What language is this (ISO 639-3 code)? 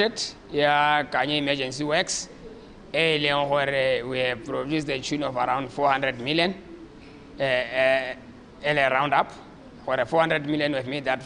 tsn